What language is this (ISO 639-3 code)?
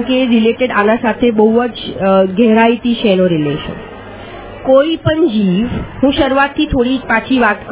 guj